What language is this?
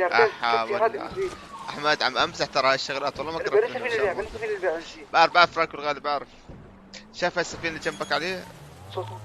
North Levantine Arabic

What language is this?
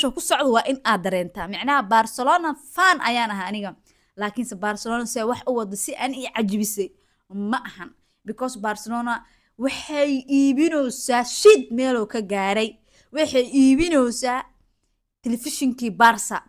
Somali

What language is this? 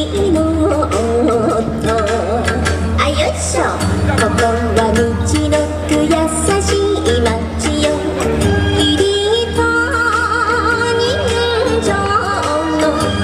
Japanese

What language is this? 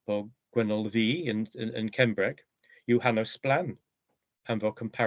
Cornish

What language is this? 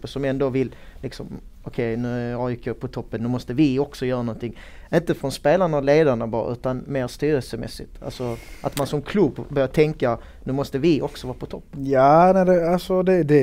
Swedish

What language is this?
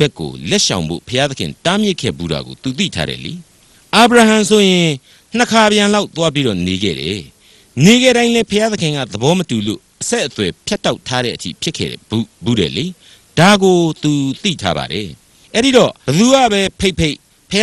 Burmese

